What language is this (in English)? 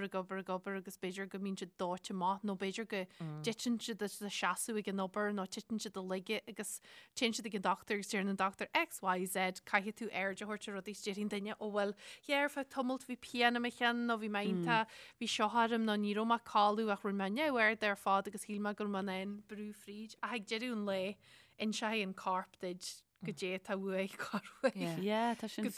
Irish